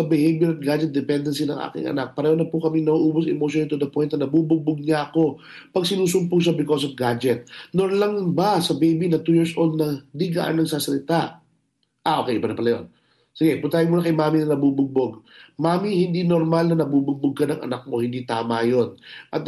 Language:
Filipino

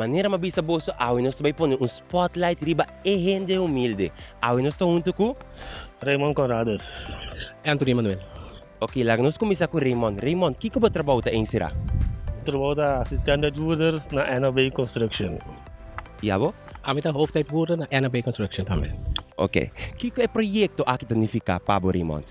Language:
Papiamento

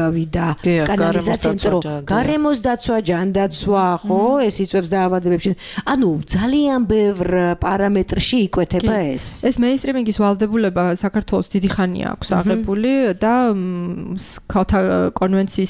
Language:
Georgian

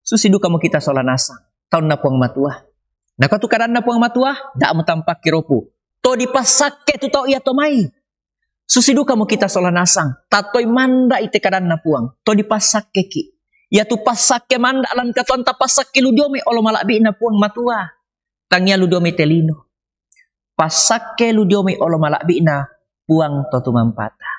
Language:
Toraja-Sa'dan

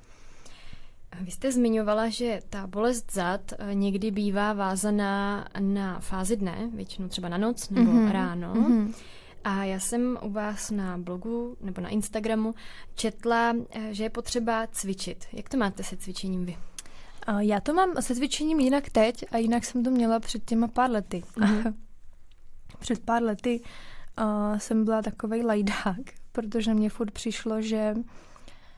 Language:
Czech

